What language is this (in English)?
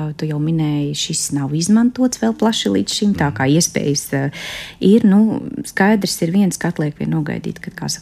Latvian